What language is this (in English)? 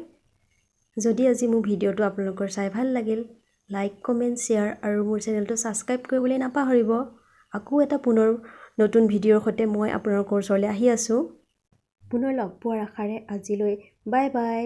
Assamese